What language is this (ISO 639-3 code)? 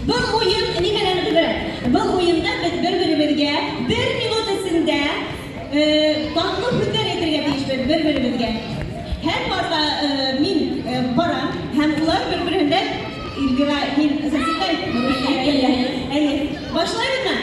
bak